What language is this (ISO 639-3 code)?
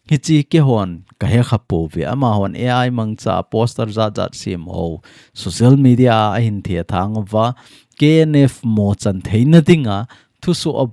tcz